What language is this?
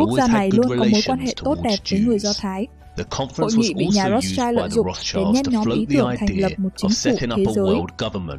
Vietnamese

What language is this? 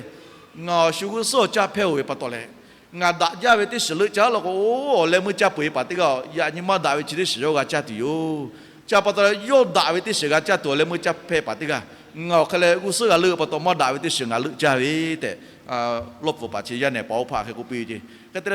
Lahu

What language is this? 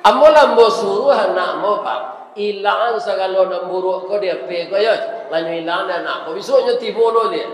Minangkabau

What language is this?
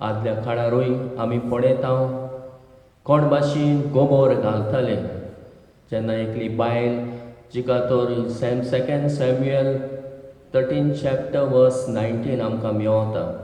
Konkani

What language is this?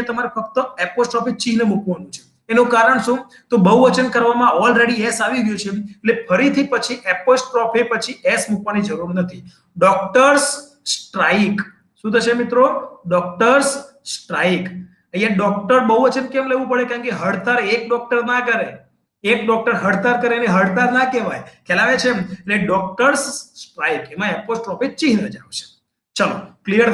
Gujarati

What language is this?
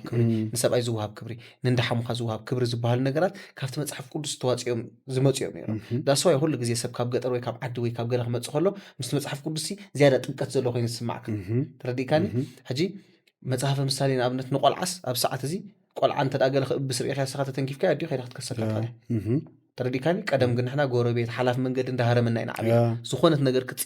Tigrinya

